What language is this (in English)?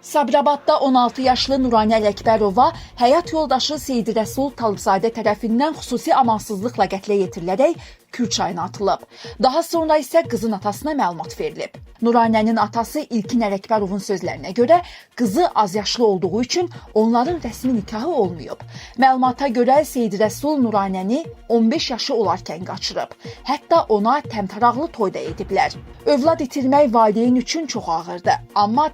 Azerbaijani